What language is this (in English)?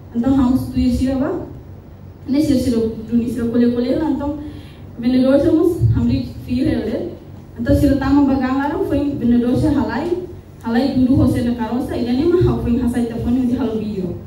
Tetum